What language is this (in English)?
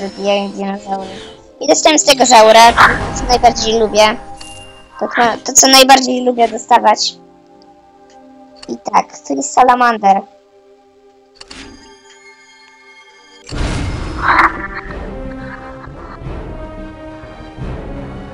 Polish